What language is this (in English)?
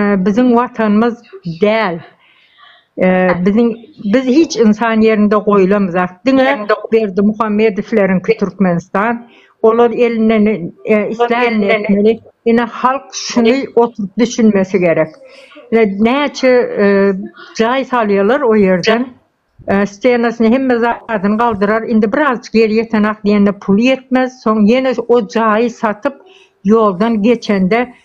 Turkmen